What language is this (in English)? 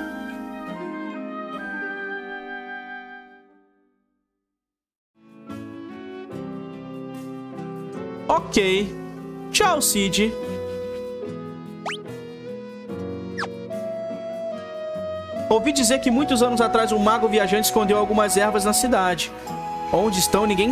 Portuguese